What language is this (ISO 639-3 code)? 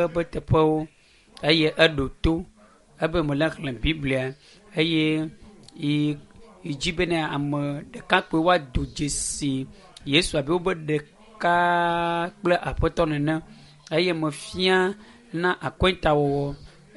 ewe